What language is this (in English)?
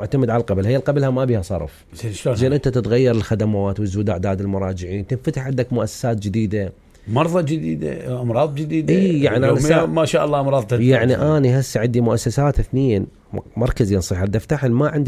Mesopotamian Arabic